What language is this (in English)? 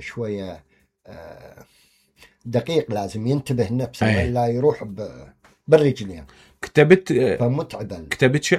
Mesopotamian Arabic